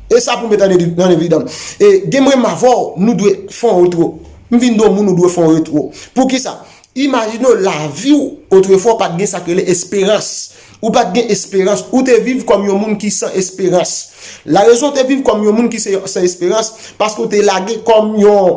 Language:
Haitian Creole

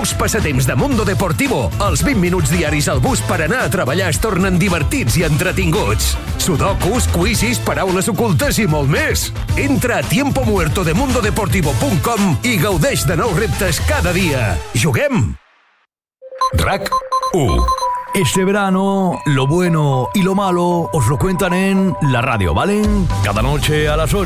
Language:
Catalan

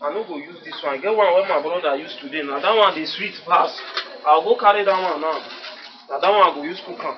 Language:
Nigerian Pidgin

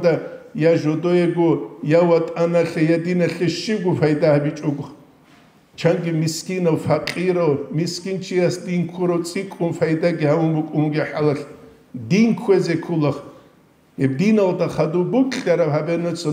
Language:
Avaric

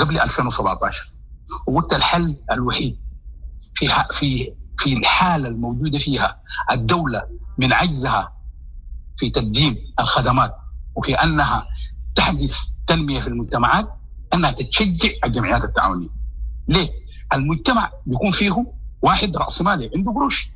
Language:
Sudanese Arabic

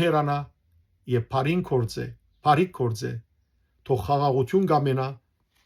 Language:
Western Armenian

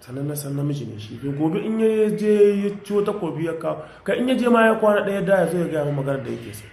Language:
Hausa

